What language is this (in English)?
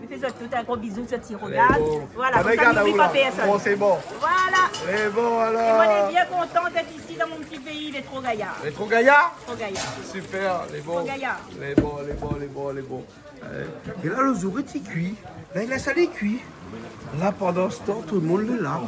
Réunion Creole French